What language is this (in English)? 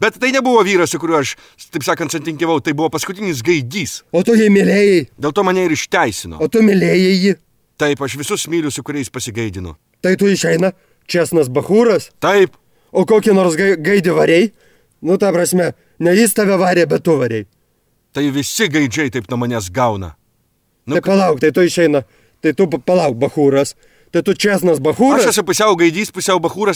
Lithuanian